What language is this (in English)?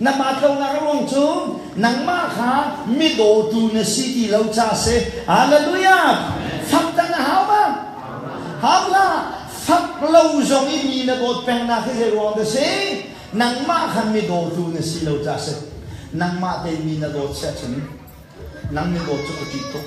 Hakha Chin